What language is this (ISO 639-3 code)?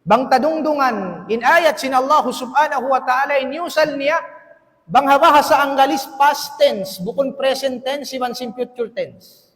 tsg